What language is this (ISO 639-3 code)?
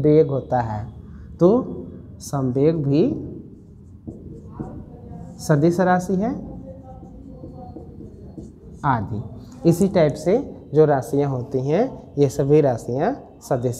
hin